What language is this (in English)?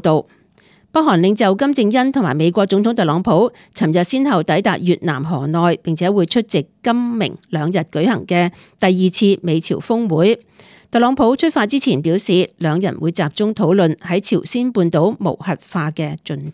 Cantonese